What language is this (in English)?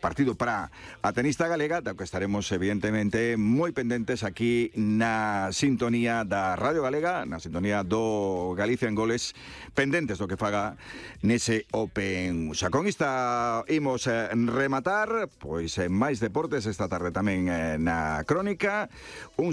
Galician